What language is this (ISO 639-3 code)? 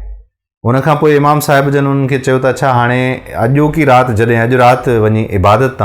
snd